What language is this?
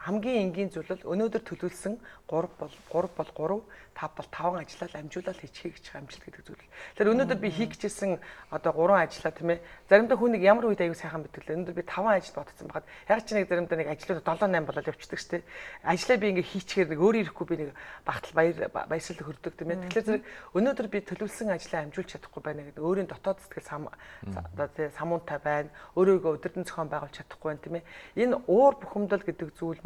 Mongolian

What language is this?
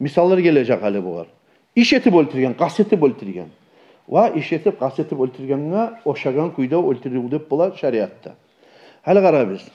Kumyk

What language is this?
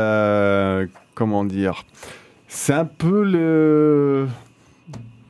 French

